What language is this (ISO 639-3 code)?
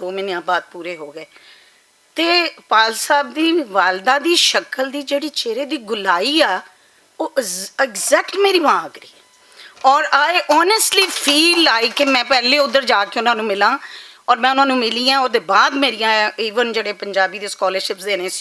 lah